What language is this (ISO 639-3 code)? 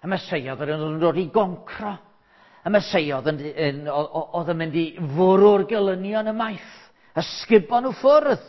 cym